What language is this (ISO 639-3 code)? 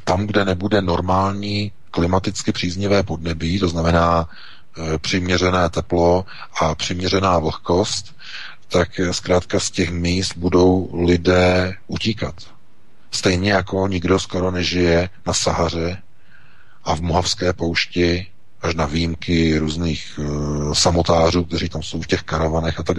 ces